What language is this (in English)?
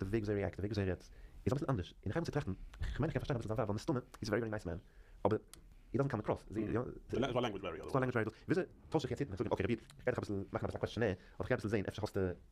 Yiddish